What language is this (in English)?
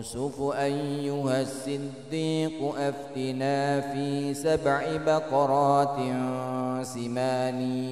Arabic